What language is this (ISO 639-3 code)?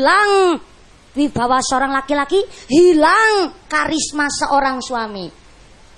jav